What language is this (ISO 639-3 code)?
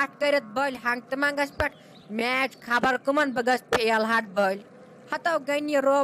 kas